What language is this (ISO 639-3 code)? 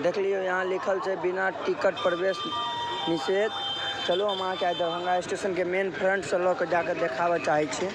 mai